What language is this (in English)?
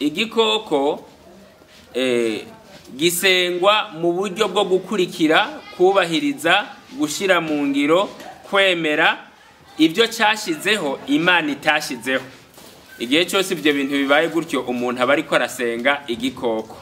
Rundi